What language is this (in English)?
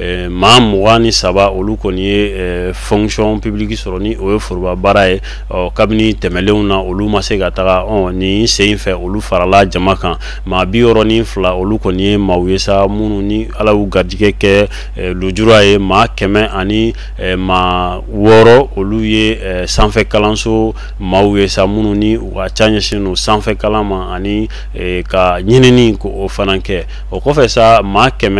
Bambara